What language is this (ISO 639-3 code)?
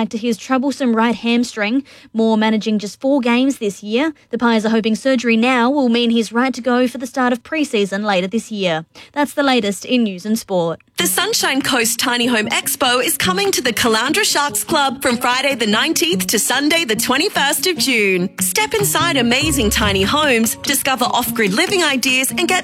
eng